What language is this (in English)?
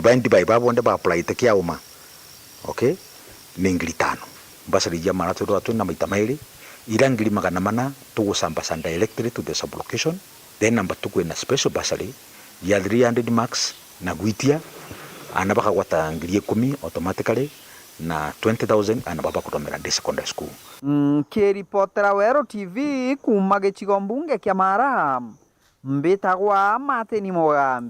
Meru